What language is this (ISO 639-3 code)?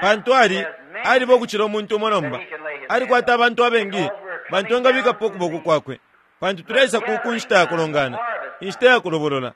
bem